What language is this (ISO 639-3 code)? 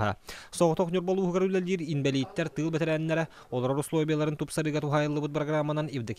sah